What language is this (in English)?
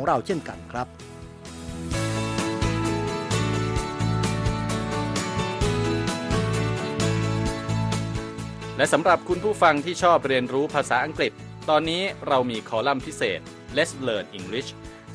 Thai